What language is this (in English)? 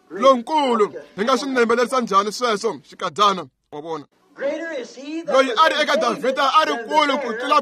Tsonga